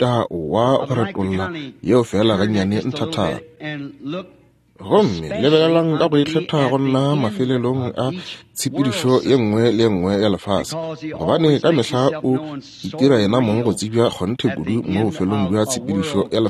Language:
Northern Sotho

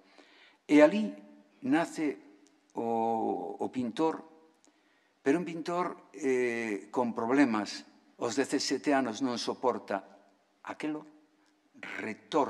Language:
Galician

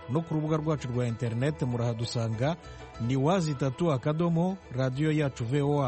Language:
Kinyarwanda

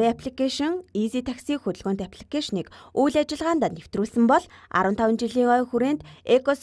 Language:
Mongolian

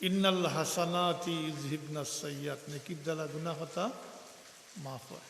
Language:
Sylheti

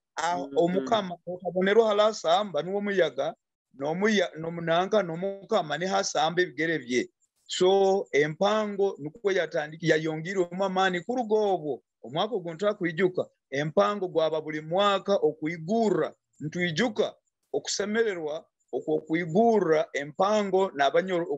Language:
Nyoro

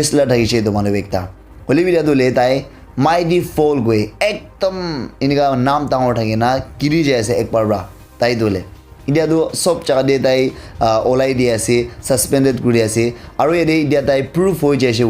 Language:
Naga Pidgin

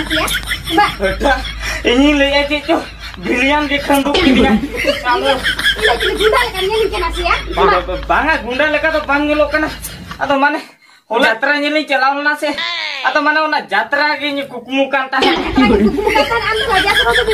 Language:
Santali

